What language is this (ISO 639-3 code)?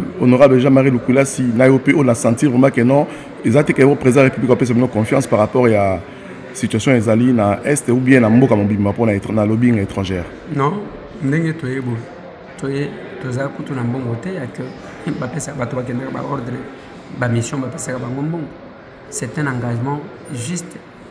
lin